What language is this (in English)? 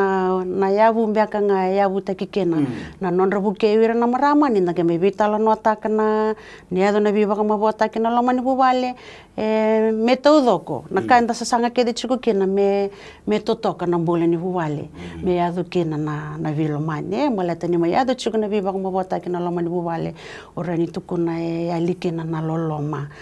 Fijian